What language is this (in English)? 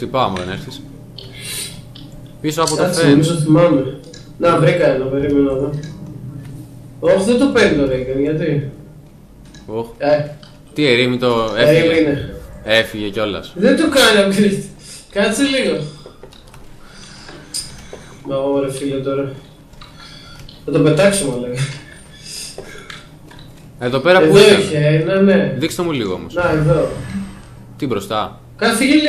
Greek